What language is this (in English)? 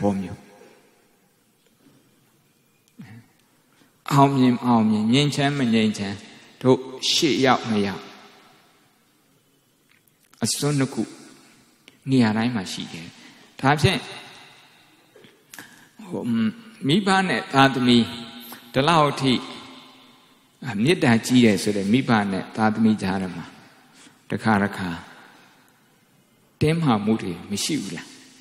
Burmese